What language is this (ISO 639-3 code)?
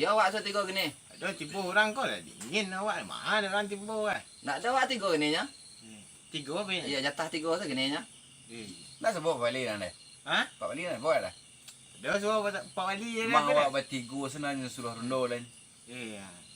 min